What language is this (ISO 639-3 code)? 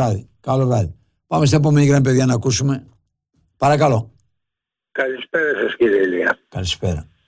ell